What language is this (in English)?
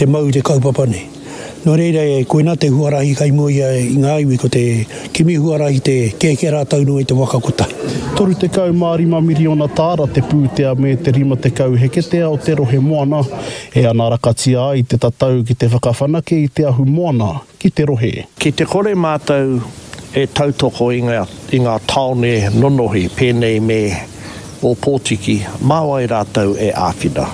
Māori